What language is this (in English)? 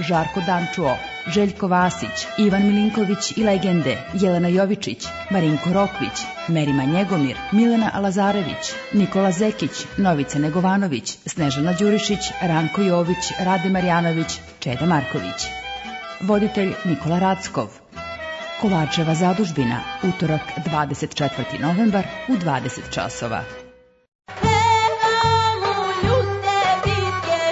Serbian